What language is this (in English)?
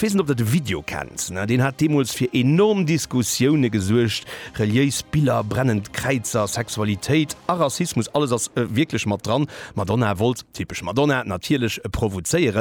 Luxembourgish